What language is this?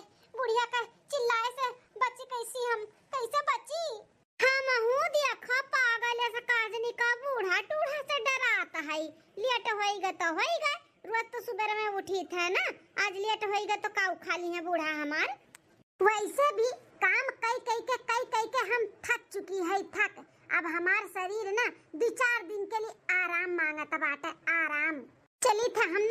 Awadhi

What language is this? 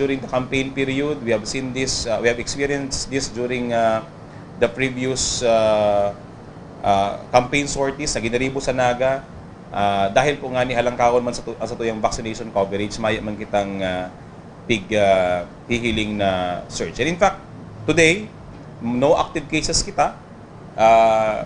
Bikol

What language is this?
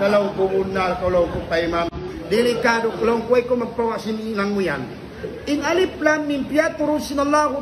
Tausug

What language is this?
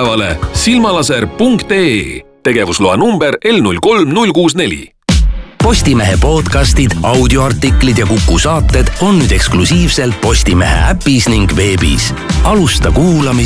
Estonian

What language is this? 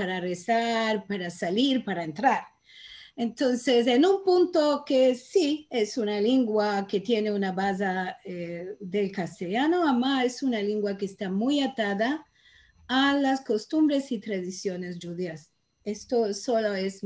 Ladino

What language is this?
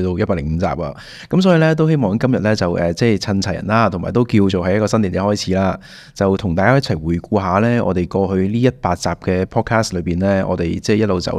Cantonese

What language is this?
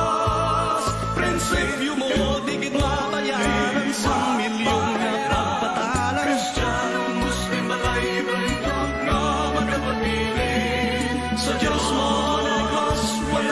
Hiligaynon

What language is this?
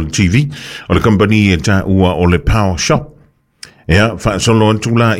Samoan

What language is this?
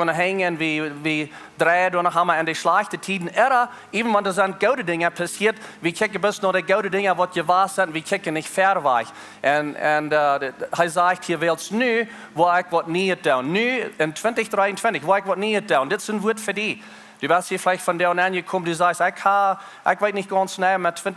Plautdietsch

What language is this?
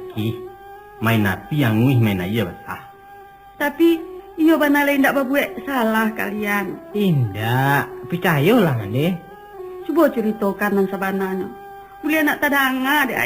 Minangkabau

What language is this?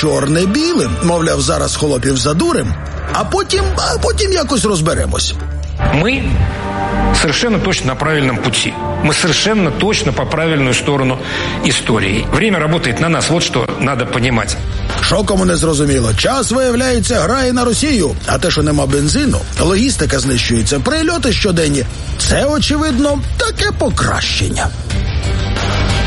Ukrainian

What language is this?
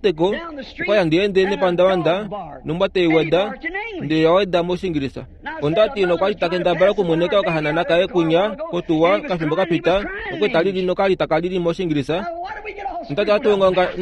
Kuanyama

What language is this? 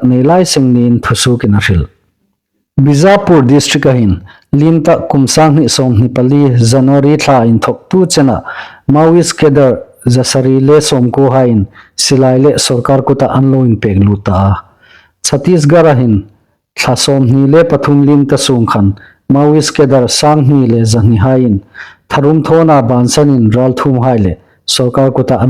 Hmar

